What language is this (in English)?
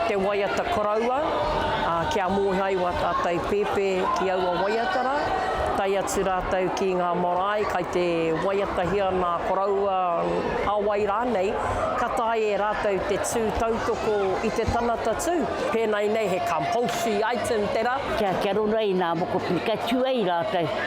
Māori